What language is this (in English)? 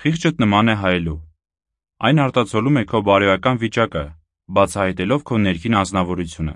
Armenian